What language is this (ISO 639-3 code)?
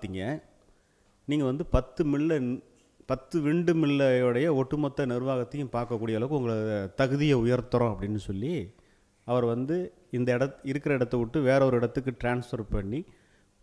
tam